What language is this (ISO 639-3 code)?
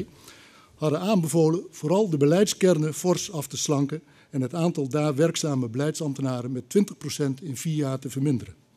nld